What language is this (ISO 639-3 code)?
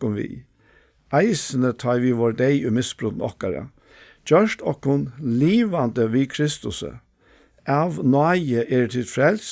fao